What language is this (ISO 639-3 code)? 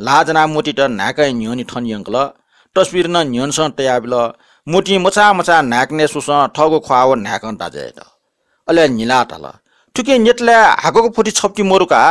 new